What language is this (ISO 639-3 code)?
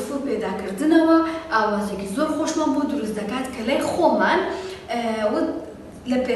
ckb